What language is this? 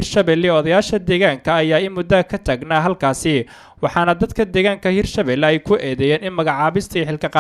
Somali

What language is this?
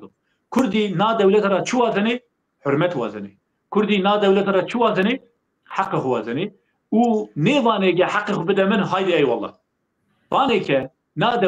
Zaza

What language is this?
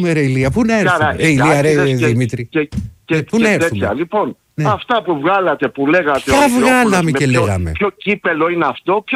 Greek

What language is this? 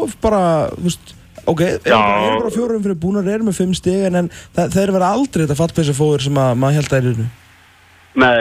Icelandic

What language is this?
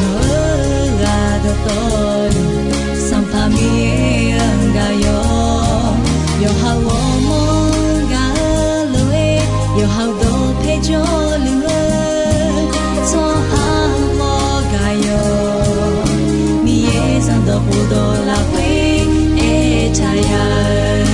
Akha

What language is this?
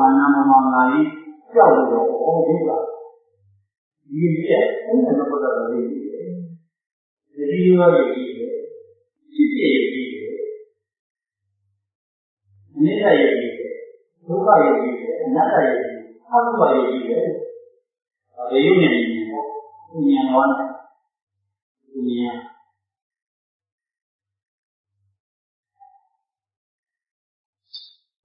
Burmese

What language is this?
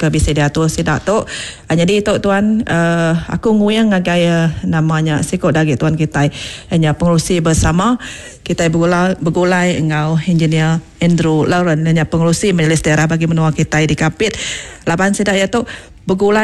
Iban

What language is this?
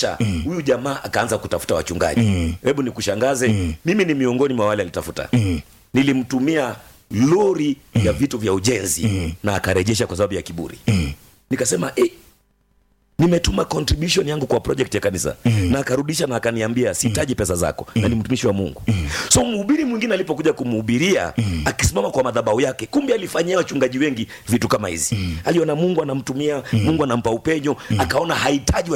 Swahili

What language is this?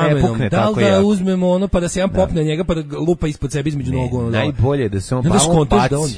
Serbian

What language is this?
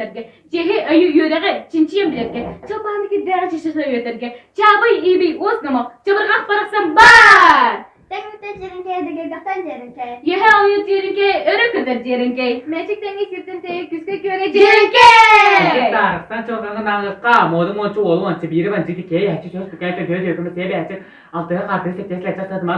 Yakut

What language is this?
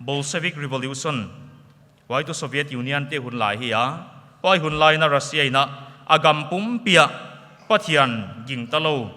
Paite Chin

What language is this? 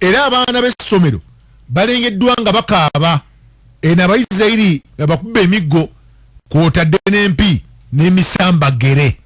Ganda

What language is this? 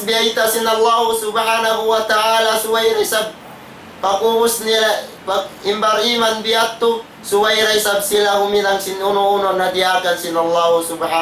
Tausug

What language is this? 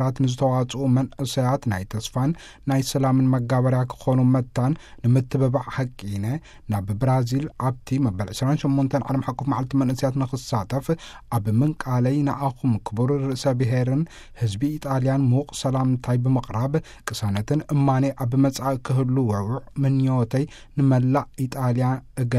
Tigrinya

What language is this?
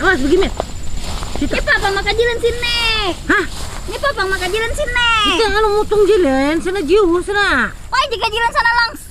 Banjar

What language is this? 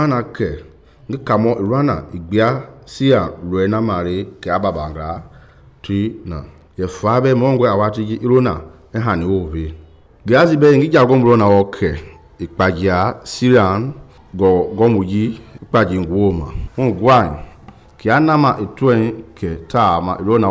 Mende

